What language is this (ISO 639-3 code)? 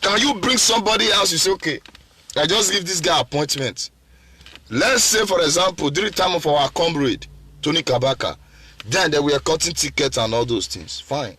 pcm